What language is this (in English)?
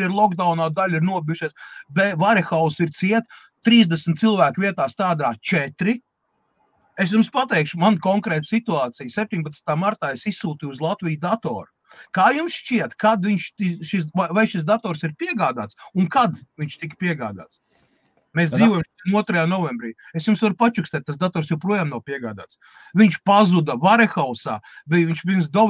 Latvian